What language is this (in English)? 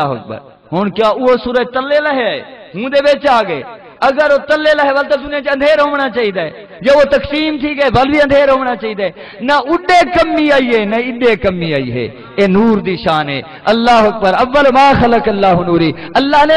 Saraiki